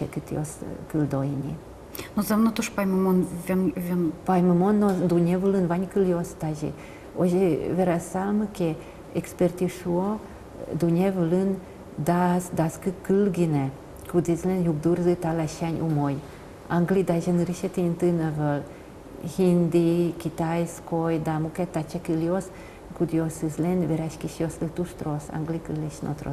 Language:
Udmurt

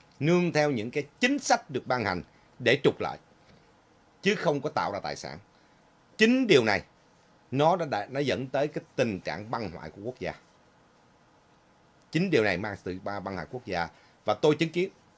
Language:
Vietnamese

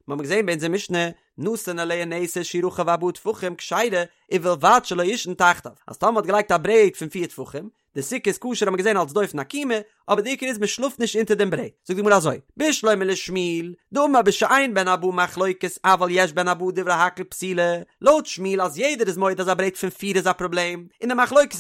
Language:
Yiddish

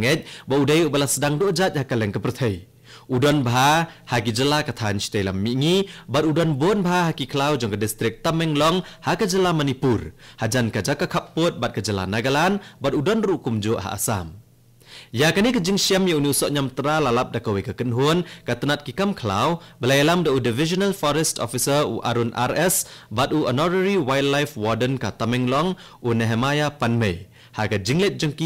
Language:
Khasi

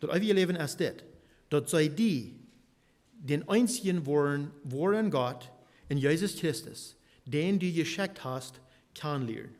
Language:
Plautdietsch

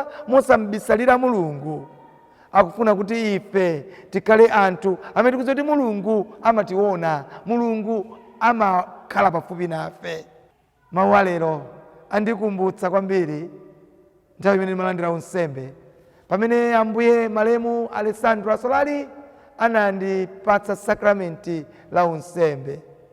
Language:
Nyanja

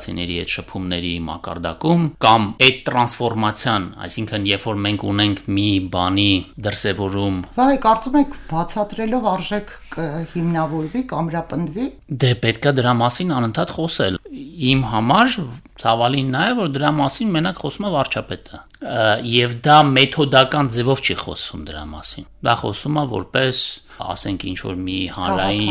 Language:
Armenian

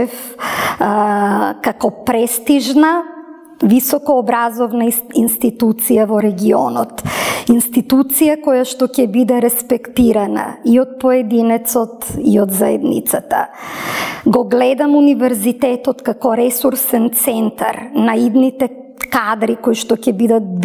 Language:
Macedonian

